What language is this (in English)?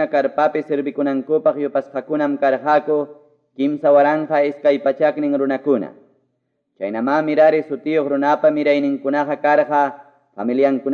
Quechua